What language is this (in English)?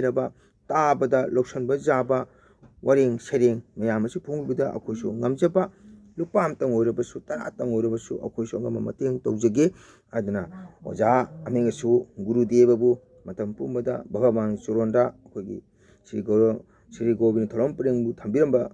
Manipuri